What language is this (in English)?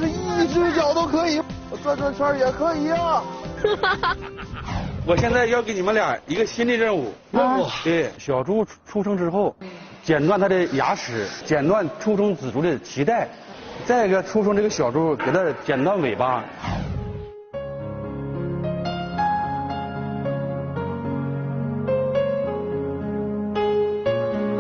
Chinese